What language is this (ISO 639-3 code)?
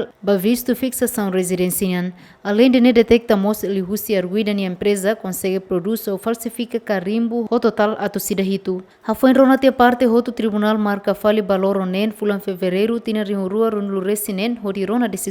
tet